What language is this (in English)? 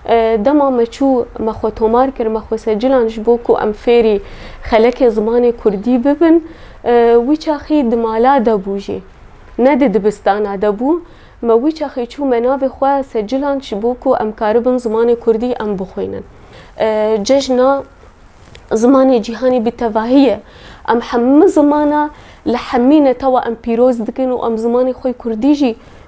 Kurdish